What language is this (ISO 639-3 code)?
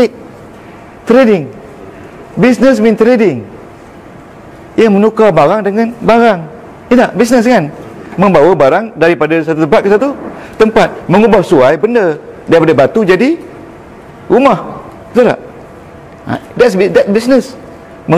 msa